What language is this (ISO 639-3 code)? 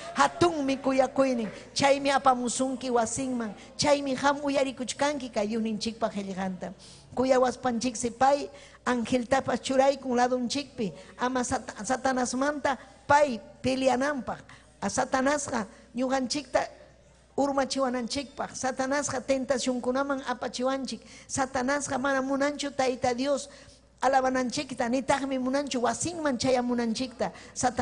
quy